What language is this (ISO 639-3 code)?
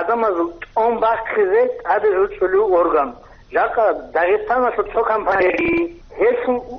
ava